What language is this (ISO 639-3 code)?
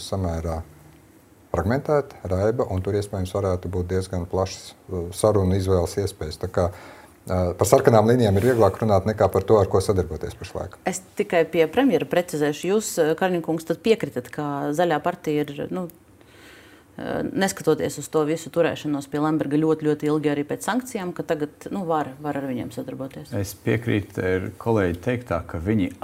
lav